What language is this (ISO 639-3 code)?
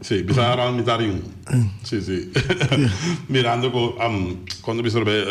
pap